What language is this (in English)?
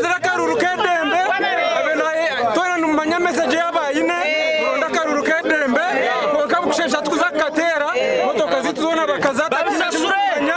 Nyankole